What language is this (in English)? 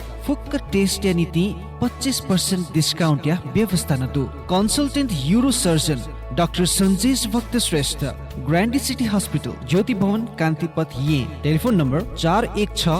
Newari